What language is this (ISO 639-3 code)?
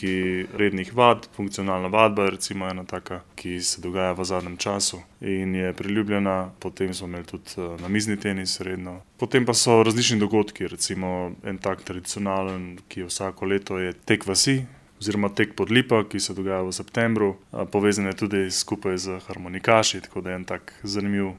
slv